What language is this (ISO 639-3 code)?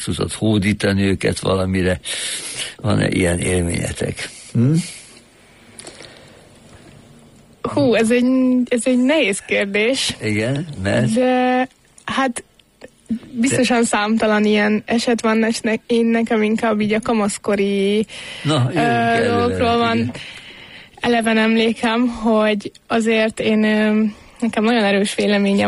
hun